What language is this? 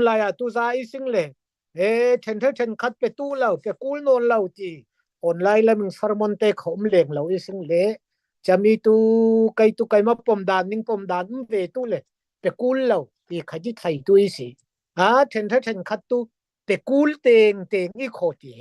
Falam Chin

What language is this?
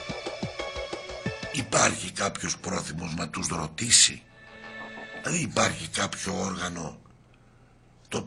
Greek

